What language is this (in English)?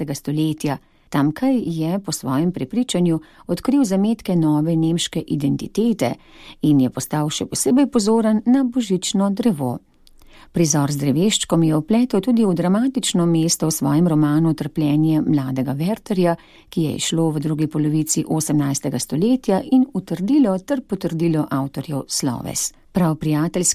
Slovenian